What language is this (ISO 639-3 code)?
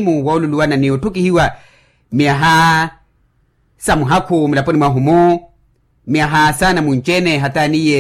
vmw